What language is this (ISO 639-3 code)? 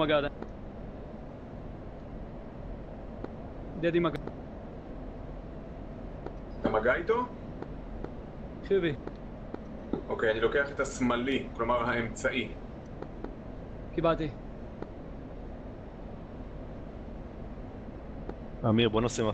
heb